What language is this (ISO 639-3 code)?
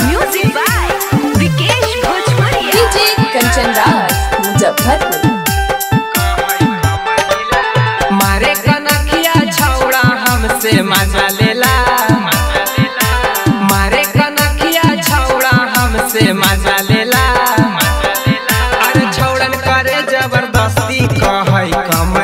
mag